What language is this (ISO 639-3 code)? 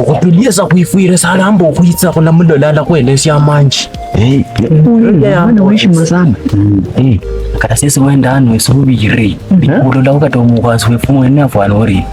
luy